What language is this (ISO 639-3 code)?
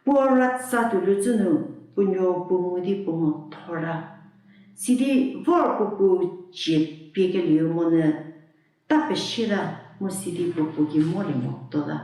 njm